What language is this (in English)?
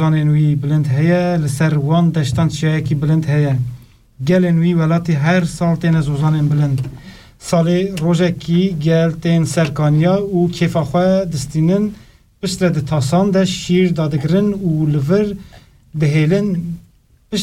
Kurdish